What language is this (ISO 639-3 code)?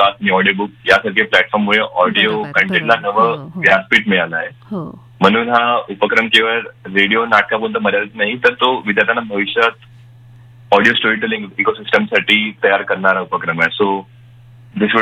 mar